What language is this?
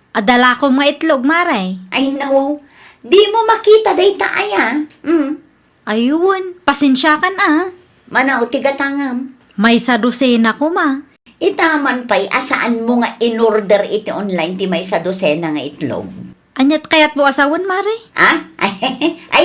Iloko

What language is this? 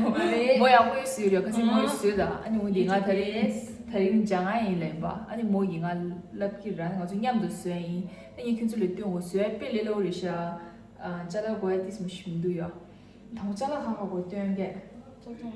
Tibetan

